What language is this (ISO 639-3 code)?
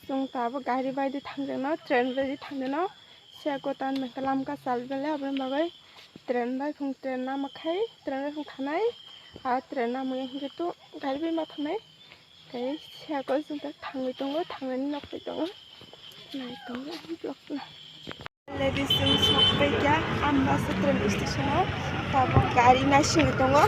trp